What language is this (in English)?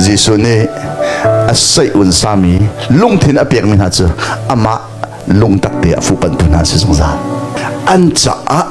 Hakha Chin